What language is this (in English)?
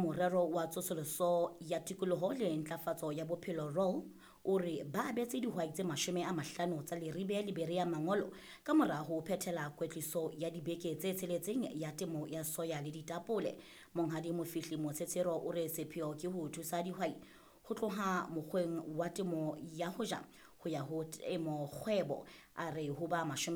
Southern Sotho